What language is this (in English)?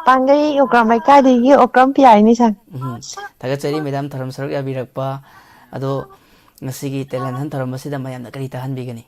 Manipuri